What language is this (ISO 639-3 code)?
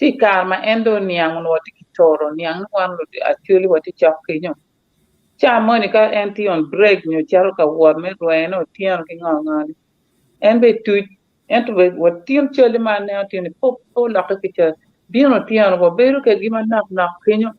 ach